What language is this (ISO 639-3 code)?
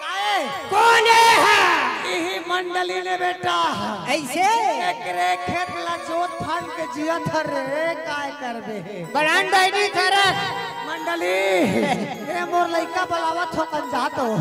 hne